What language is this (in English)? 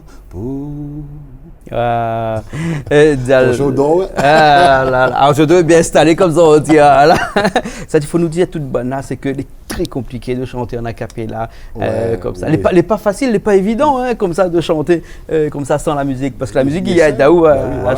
Réunion Creole French